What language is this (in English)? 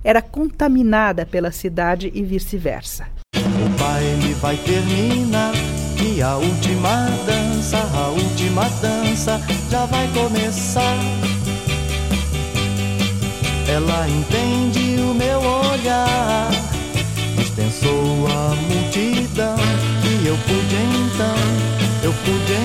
Portuguese